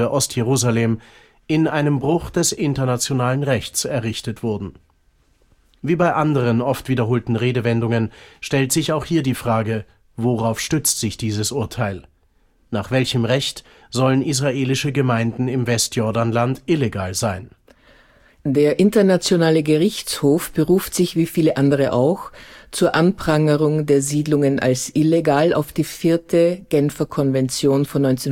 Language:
German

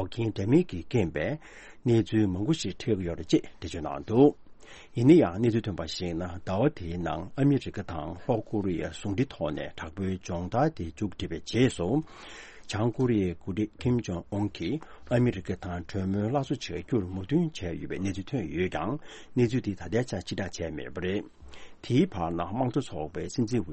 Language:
Tibetan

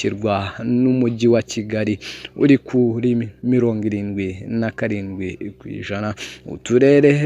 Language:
Kinyarwanda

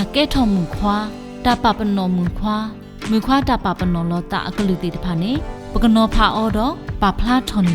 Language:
S'gaw Karen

